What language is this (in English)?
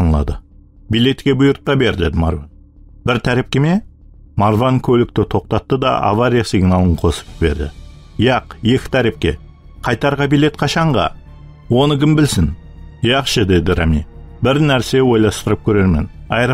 Kara-Kalpak